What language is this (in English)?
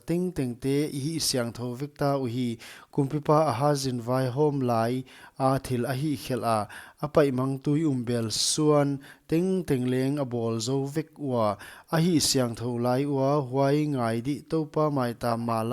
Paite Chin